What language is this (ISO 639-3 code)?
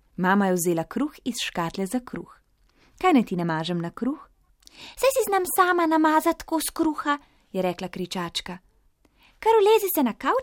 slv